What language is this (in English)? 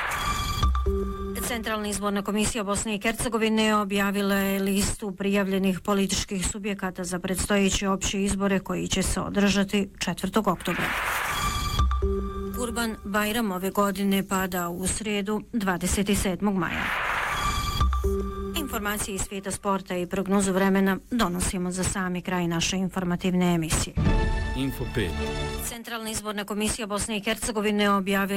Bosnian